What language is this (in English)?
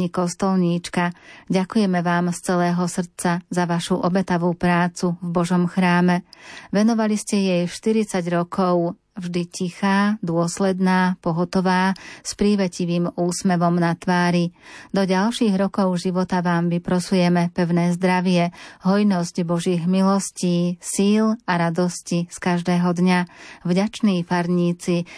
Slovak